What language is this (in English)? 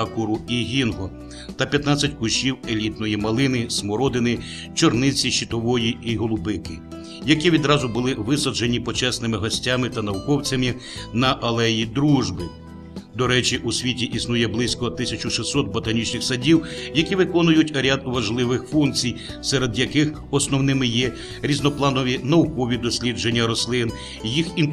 Ukrainian